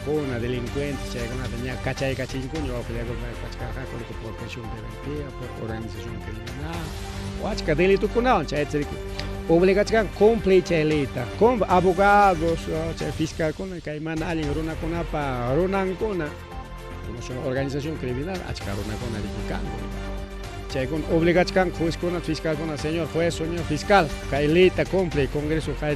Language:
Ayacucho Quechua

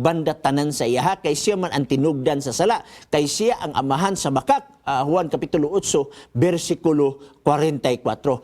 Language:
Cebuano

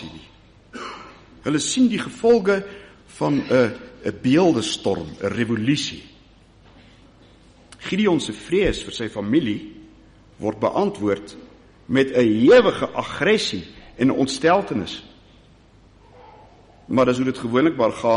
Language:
Afrikaans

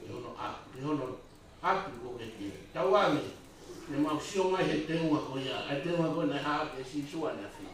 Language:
Tongan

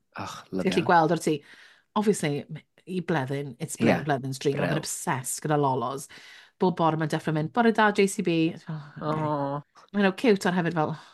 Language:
Welsh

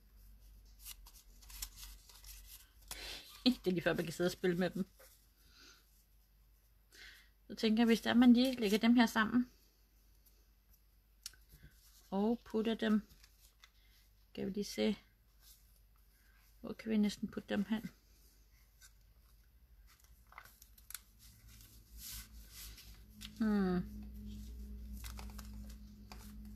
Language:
Danish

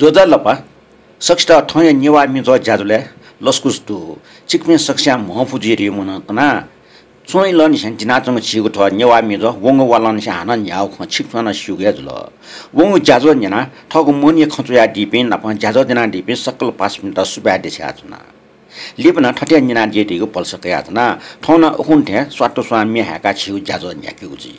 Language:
Newari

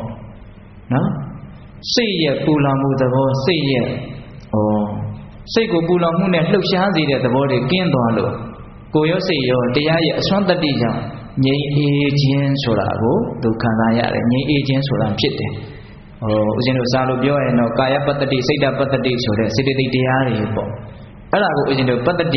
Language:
Burmese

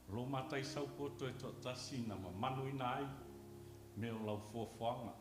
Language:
Samoan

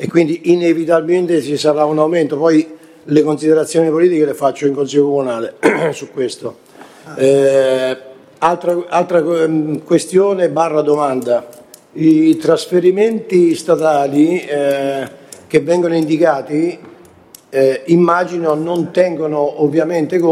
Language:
Italian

